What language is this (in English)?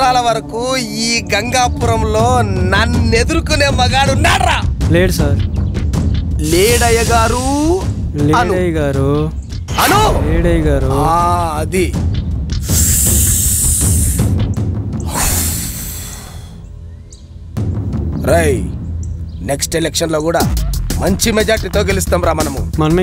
Telugu